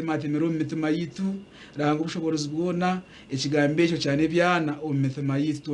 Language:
Nyankole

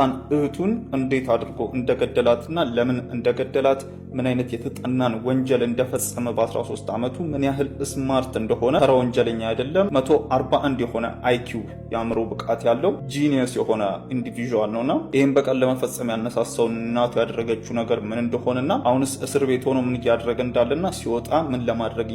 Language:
Amharic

